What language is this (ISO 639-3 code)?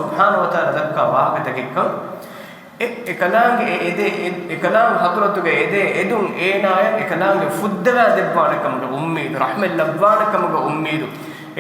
div